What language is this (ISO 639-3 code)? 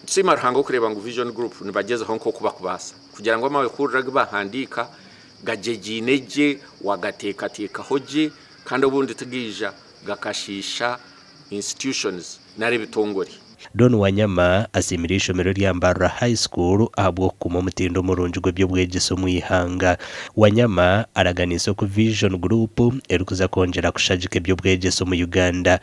nyn